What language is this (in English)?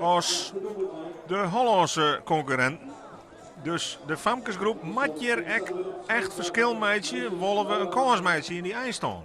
Western Frisian